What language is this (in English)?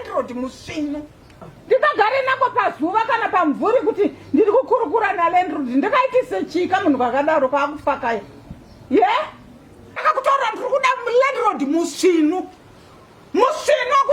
Shona